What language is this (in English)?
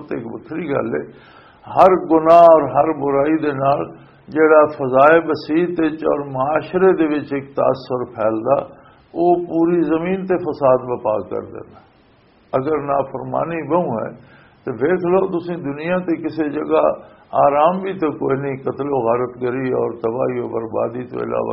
Western Panjabi